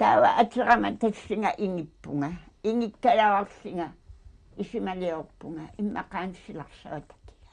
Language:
Kalaallisut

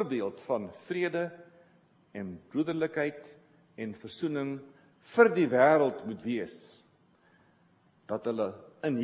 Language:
Afrikaans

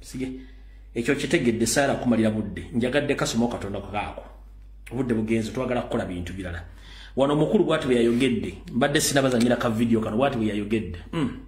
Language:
Ganda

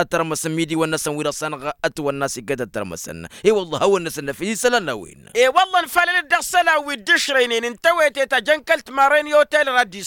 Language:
Tamasheq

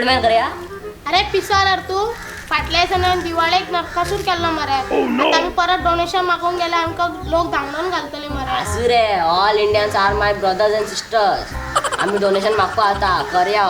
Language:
Konkani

